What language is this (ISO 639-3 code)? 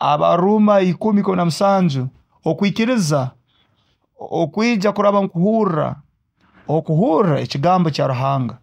nyo